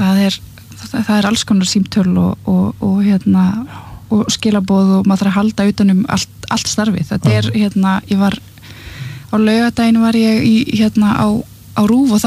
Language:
Icelandic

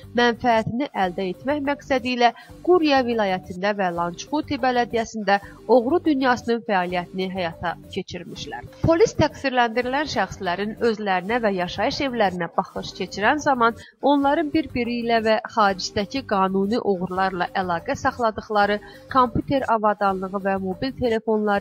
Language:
Azerbaijani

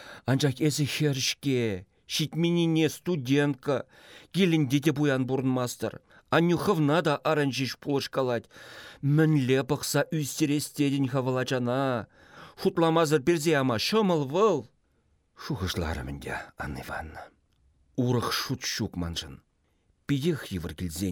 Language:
Chuvash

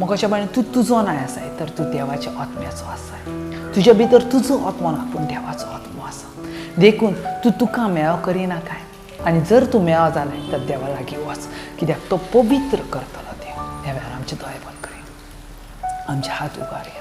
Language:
Konkani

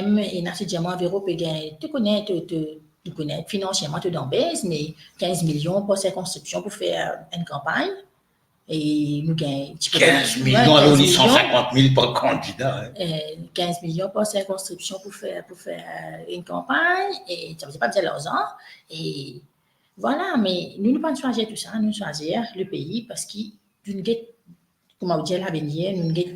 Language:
Morisyen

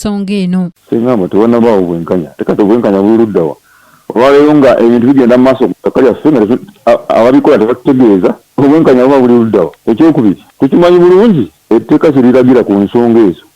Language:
Ganda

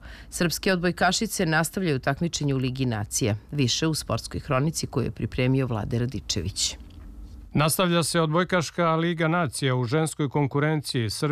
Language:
Serbian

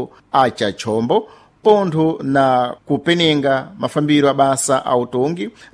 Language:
Sena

